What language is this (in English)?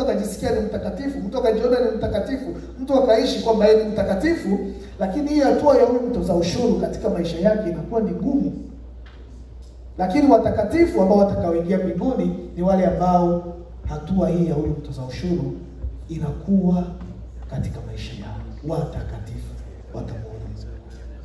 Swahili